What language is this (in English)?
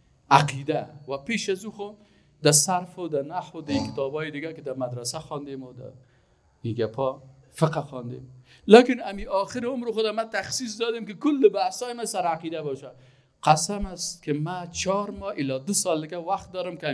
Persian